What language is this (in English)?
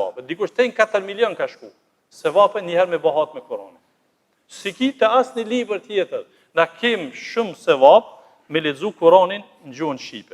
Albanian